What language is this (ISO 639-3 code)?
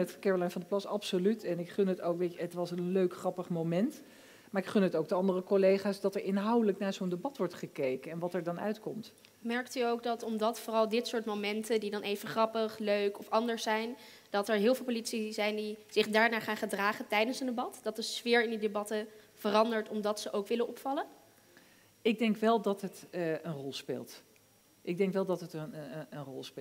nld